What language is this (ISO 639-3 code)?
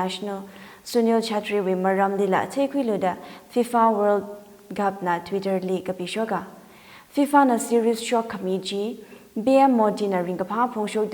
nmf